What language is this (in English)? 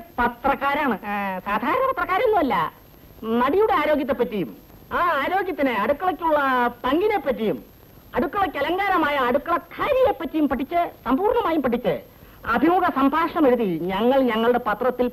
Malayalam